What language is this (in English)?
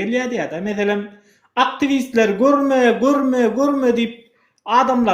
Turkmen